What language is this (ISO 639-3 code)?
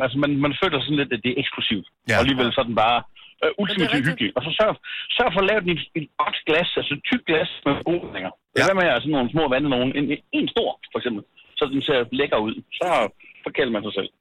dan